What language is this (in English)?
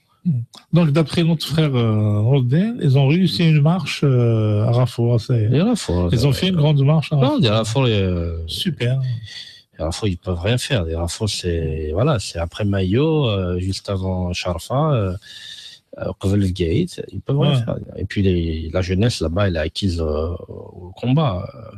Kabyle